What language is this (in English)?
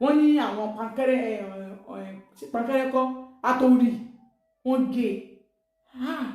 Yoruba